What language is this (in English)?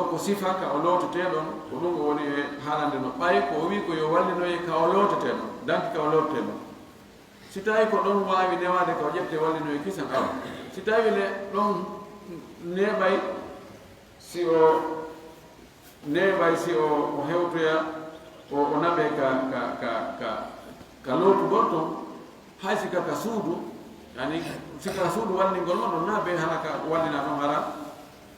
Fula